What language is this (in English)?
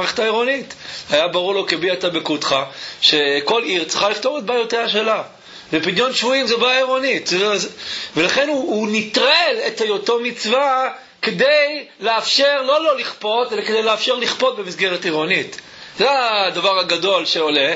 Hebrew